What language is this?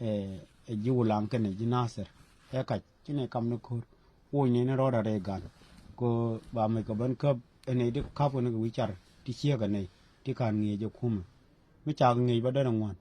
Nuer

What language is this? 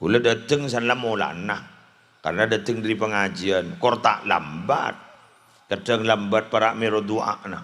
Madurese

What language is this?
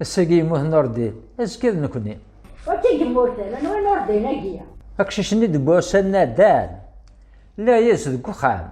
Kabyle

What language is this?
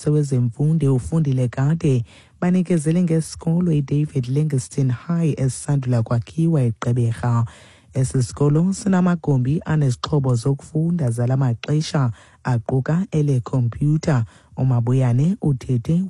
Xhosa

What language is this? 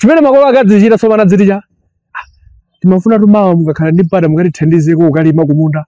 Nyanja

